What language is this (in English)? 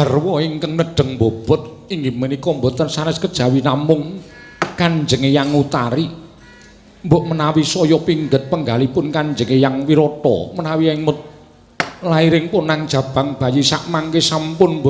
Javanese